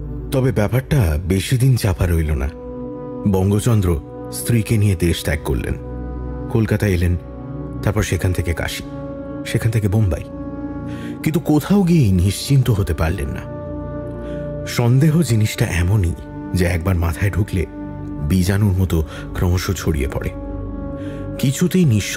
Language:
Bangla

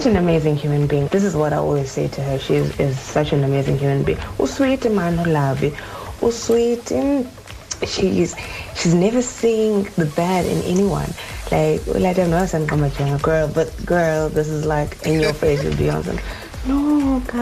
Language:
Xhosa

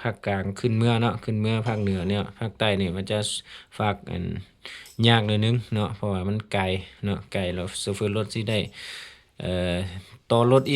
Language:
Lao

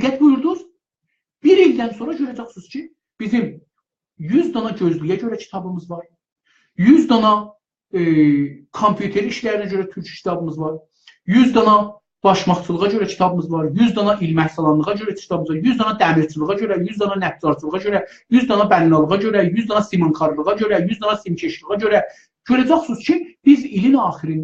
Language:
South Azerbaijani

